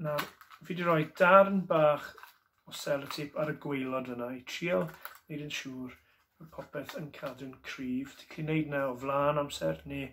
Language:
Welsh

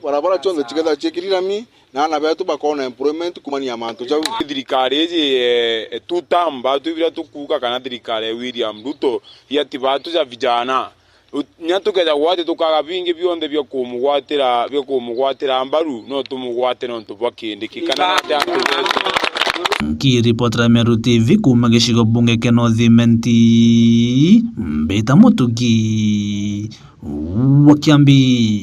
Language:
Meru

